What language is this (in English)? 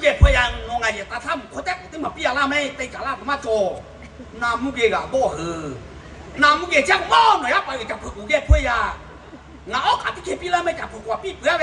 Lahu